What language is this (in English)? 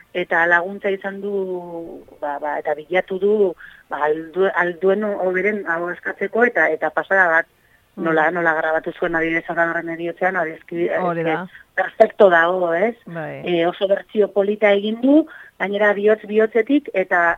Basque